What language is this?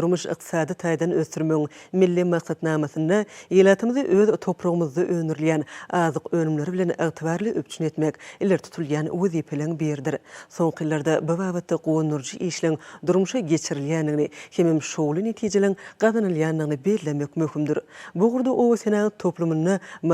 Turkmen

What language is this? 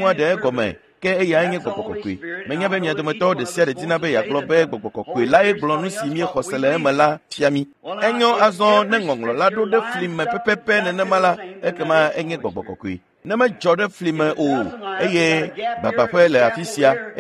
Ewe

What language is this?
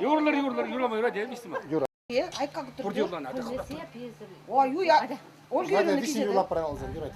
Chuvash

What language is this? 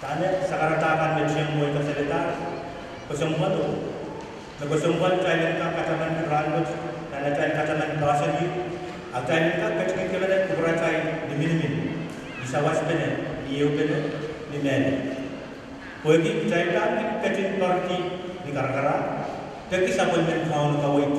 Pohnpeian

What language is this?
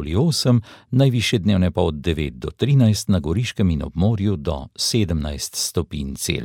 Slovenian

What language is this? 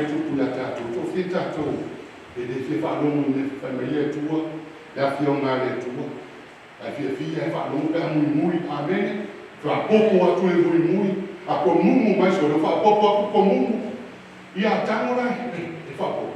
Samoan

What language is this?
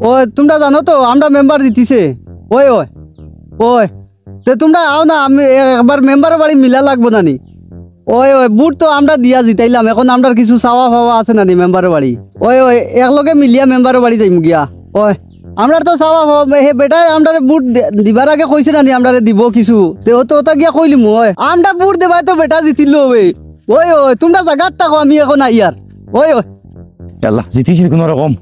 Sylheti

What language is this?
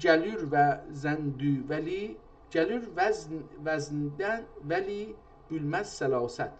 South Azerbaijani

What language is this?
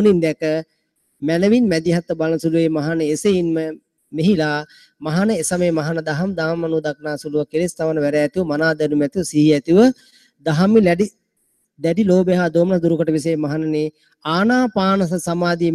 Sinhala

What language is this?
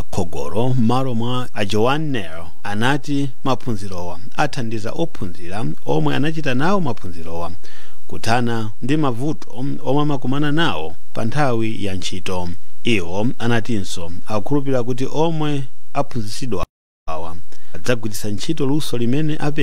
Nyanja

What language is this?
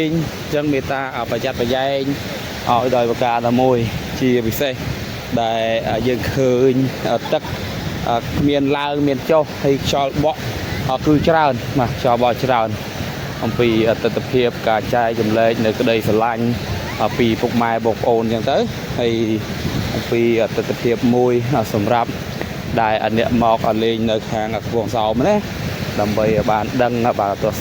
Khmer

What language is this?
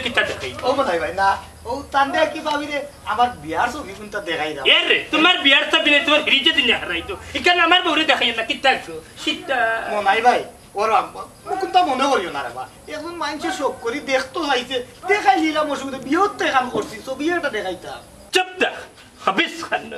Sylheti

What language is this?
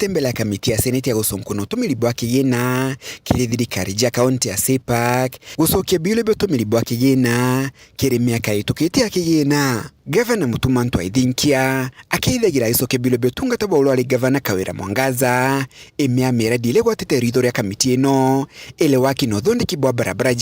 Meru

